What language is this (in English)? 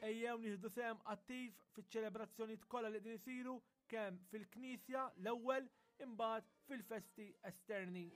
Maltese